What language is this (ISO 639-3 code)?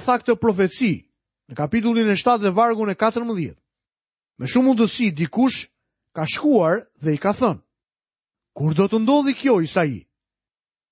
sqi